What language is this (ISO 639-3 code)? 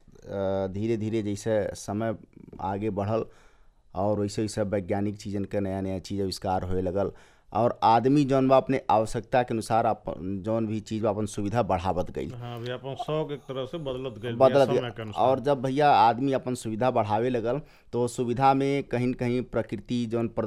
bho